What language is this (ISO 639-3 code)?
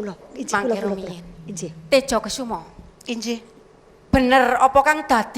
jav